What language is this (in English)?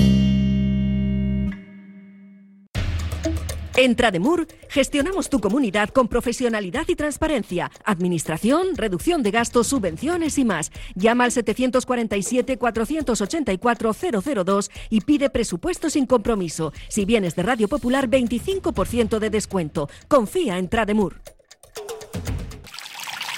Spanish